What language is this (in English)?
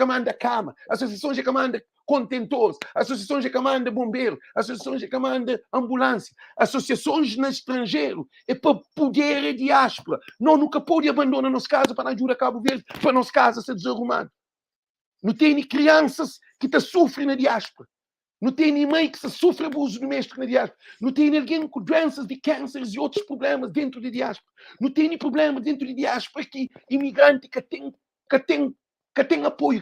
Kabuverdianu